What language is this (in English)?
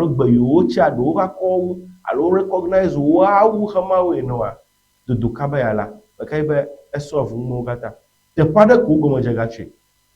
Ewe